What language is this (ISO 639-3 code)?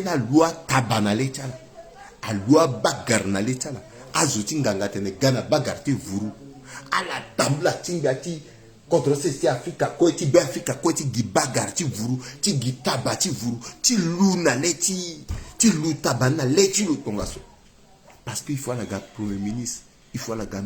sag